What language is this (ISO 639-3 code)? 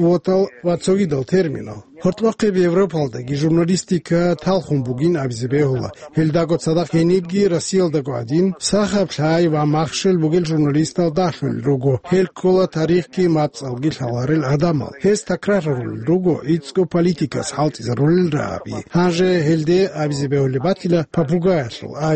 ava